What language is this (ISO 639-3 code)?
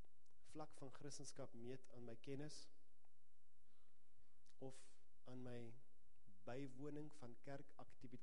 afr